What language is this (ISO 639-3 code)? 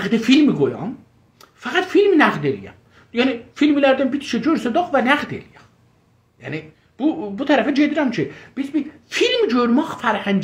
azb